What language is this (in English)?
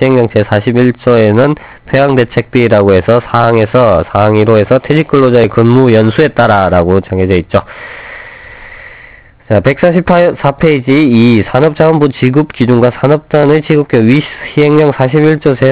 Korean